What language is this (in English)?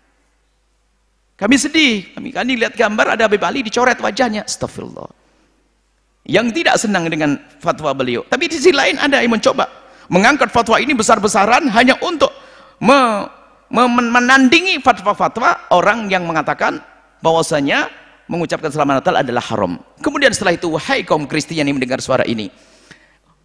Indonesian